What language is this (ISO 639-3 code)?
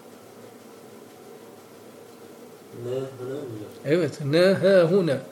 tur